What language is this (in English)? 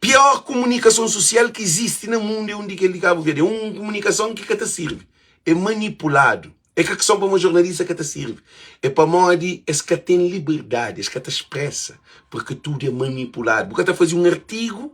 Kabuverdianu